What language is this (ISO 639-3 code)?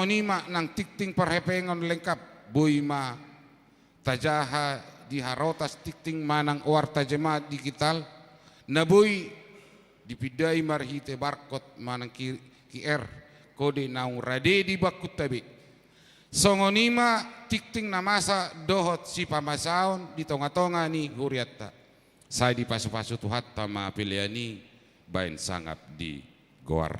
bbc